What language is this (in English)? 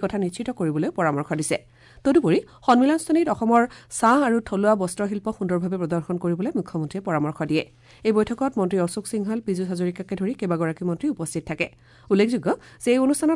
Assamese